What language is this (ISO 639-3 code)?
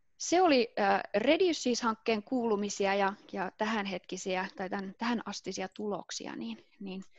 fin